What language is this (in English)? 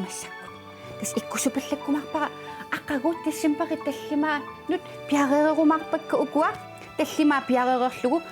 Kalaallisut